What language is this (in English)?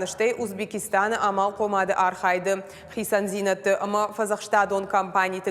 Ossetic